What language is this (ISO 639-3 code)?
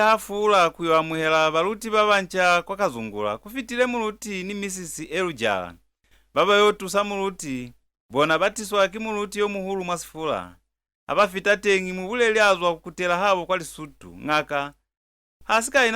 loz